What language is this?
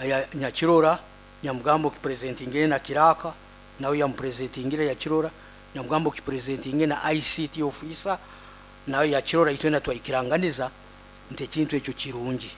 Nyoro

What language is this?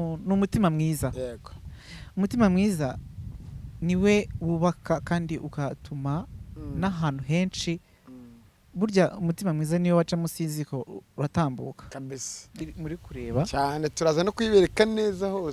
Kinyarwanda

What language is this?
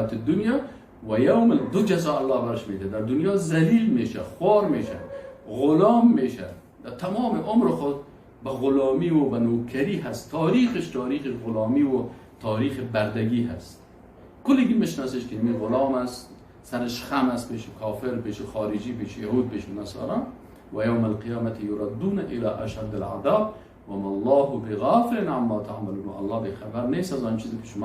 Persian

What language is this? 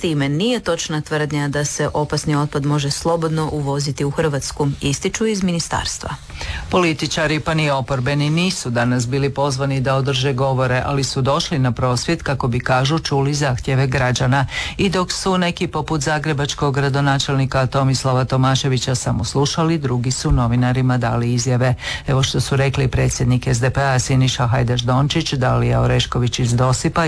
Croatian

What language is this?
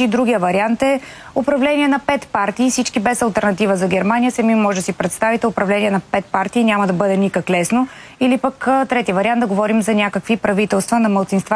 Bulgarian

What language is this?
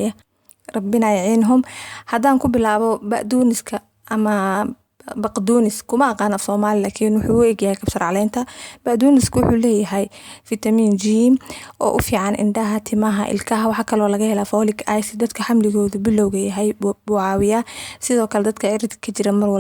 Somali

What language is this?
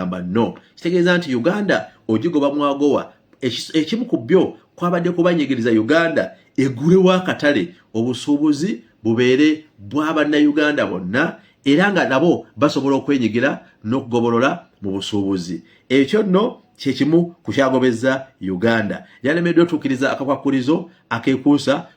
Ganda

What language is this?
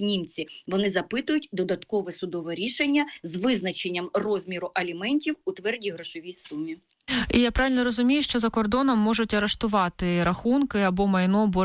Ukrainian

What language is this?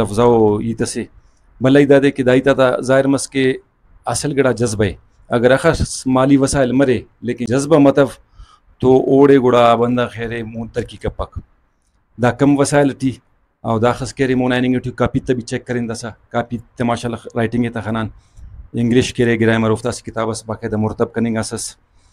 Brahui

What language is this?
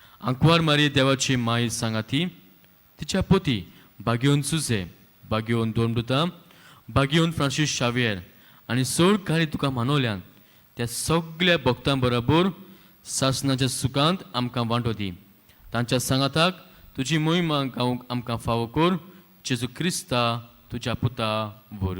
Konkani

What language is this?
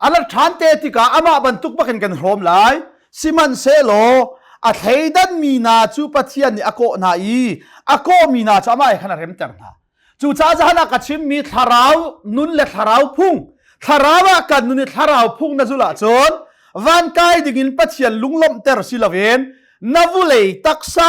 Hakha Chin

